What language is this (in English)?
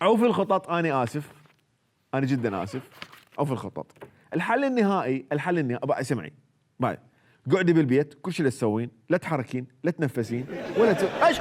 Mesopotamian Arabic